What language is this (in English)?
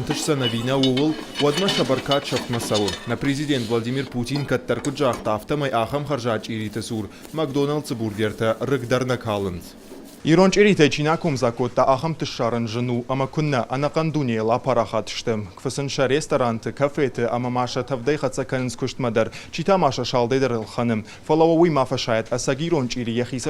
Ossetic